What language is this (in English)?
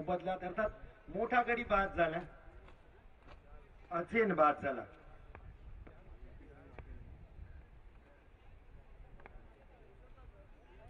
Marathi